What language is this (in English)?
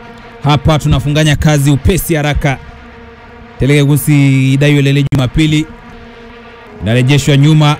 Swahili